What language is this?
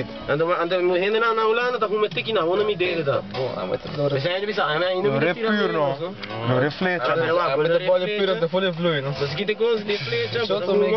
Papiamento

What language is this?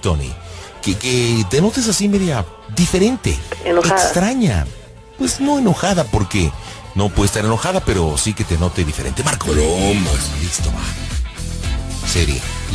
Spanish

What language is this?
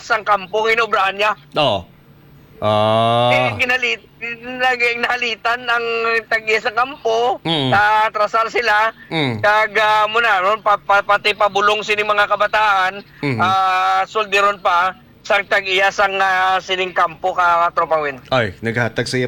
Hiligaynon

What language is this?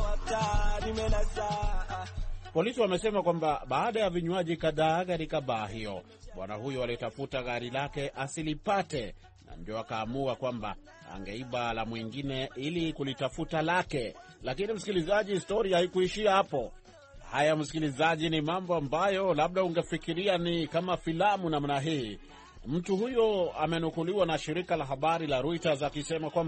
Swahili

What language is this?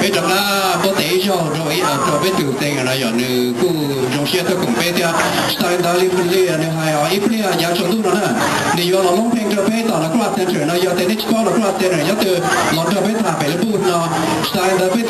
Hmong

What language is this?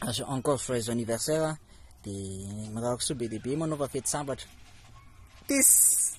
Malagasy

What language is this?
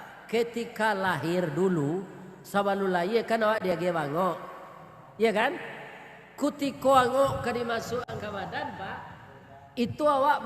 Minangkabau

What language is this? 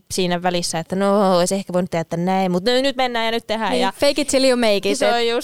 Finnish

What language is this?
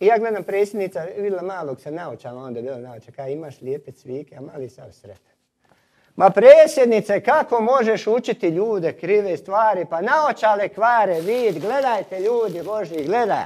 Croatian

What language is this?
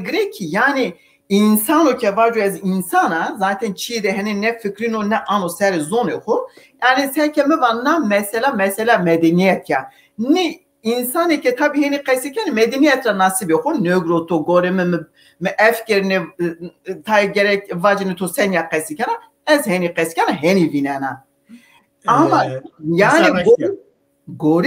Zaza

